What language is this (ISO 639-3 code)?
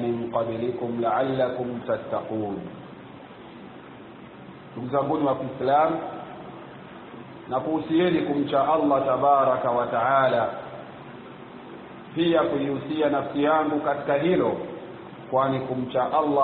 swa